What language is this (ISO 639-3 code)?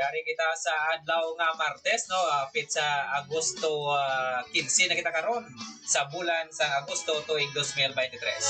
hil